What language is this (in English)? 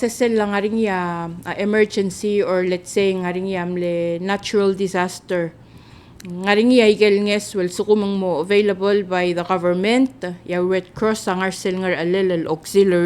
Palauan